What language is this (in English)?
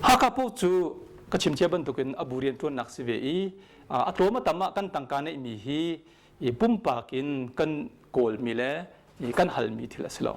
Hakha Chin